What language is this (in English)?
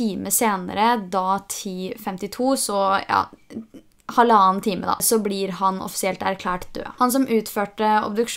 Norwegian